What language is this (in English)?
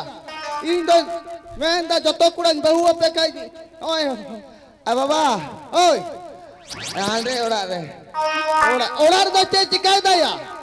Santali